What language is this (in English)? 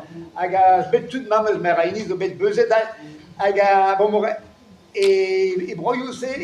Breton